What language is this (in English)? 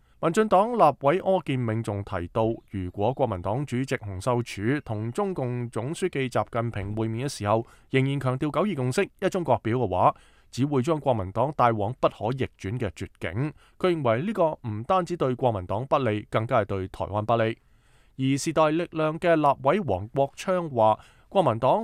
Cantonese